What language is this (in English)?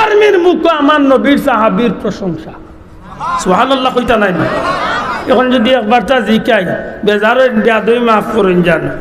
Sylheti